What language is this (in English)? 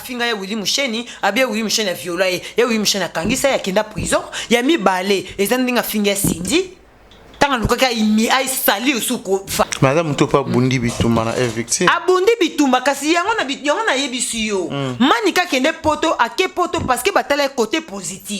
Lingala